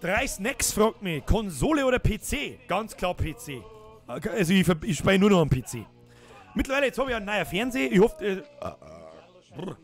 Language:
Bavarian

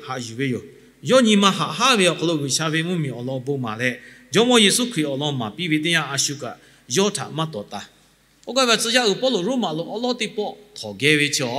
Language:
Lahu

